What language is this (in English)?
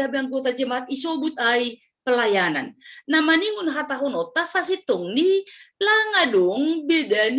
Batak Simalungun